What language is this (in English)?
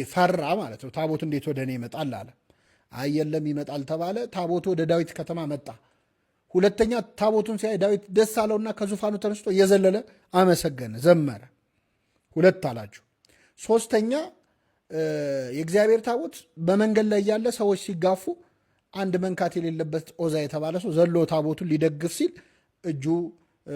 Amharic